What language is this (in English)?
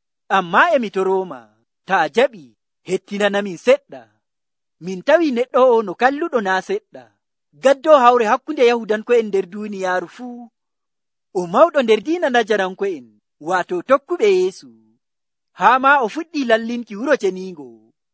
Nigerian Fulfulde